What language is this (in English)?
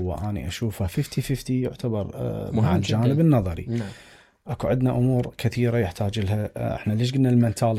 Mesopotamian Arabic